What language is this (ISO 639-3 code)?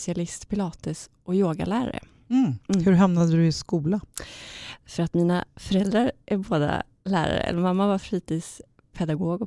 swe